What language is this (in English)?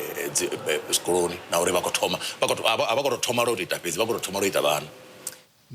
Venda